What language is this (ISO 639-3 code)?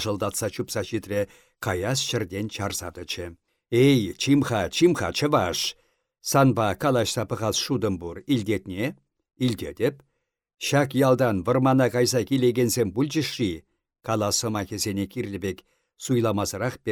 chv